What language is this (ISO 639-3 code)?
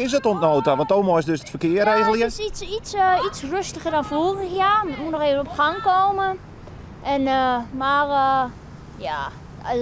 fry